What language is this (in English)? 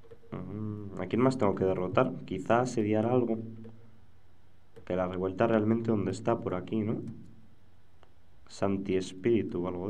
Spanish